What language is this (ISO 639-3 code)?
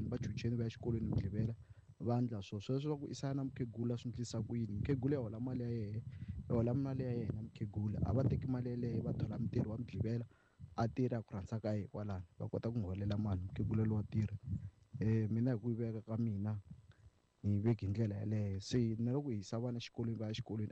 tso